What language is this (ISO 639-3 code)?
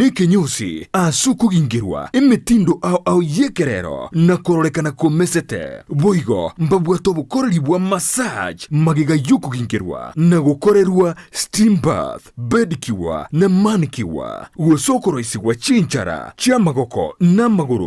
guz